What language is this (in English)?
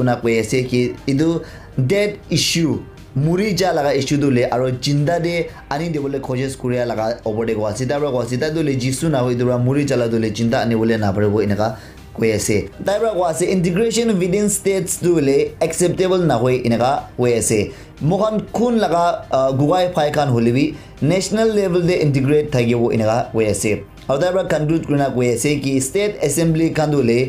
Naga Pidgin